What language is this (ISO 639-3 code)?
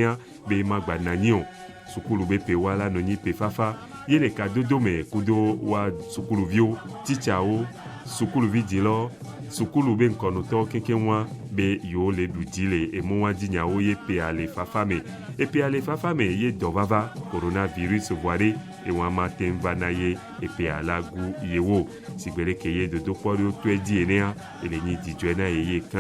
ewe